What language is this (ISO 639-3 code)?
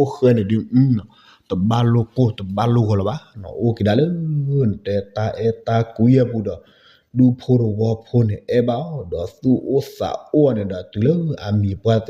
ksw